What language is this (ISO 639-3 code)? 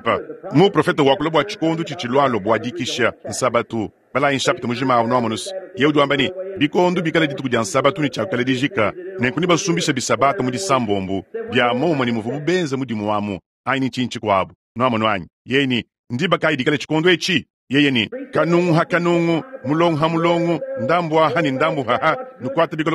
lua